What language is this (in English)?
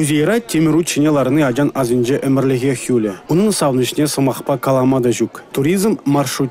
Chuvash